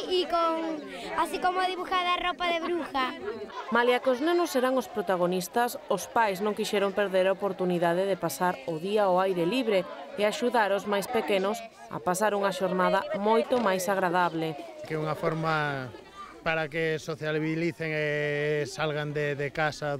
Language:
Galician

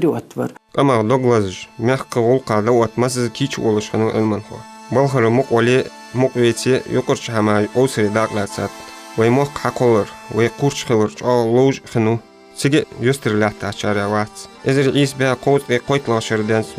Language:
Ingush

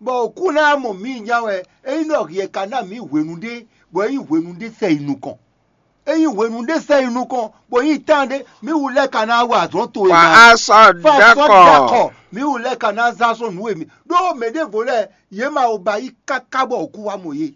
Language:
Fon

